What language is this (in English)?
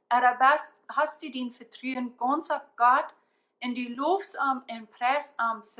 Plautdietsch